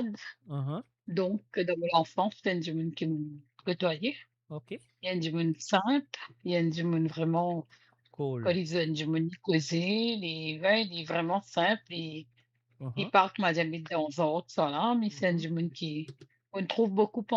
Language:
Morisyen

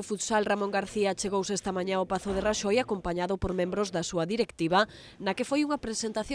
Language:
Galician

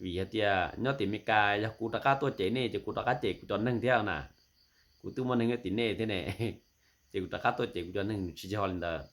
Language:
Hmong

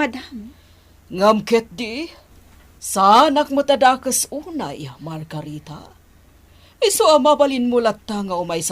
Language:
Iloko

